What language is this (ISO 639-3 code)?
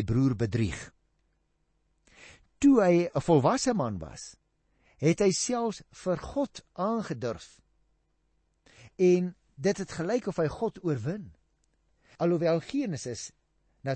afr